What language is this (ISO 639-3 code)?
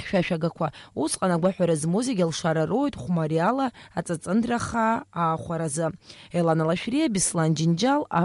abk